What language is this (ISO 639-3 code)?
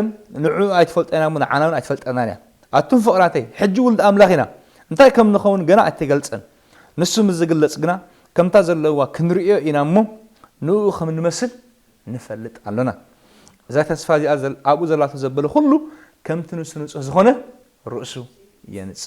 tir